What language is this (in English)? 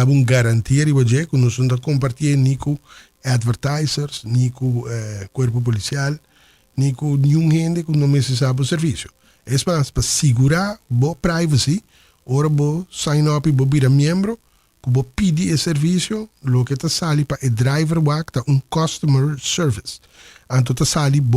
Papiamento